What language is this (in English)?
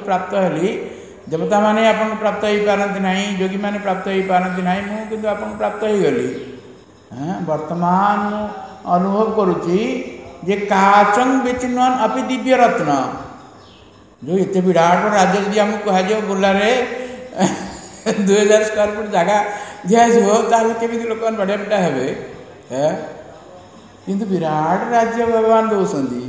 Odia